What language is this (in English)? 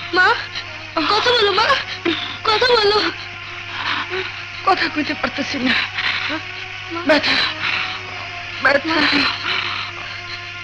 Bangla